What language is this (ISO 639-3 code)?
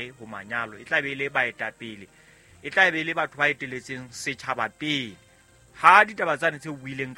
sot